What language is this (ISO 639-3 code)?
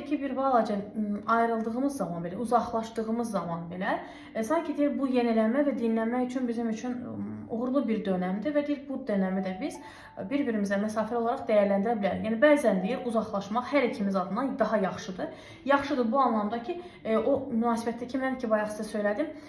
aze